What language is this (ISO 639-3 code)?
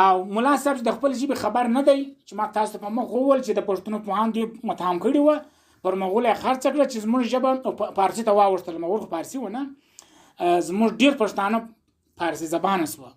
pus